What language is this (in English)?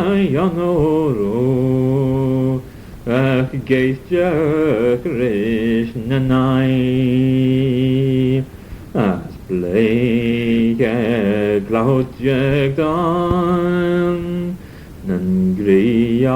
Manx